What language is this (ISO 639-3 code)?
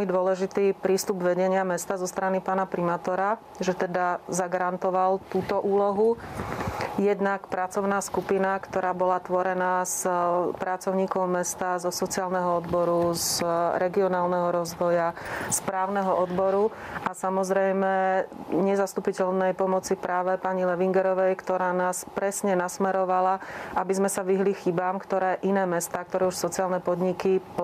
slk